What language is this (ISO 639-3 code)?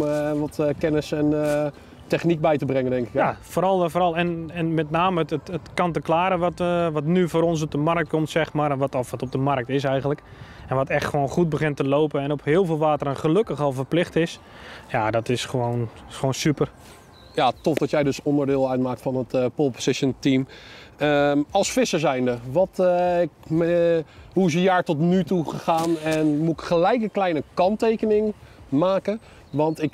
nld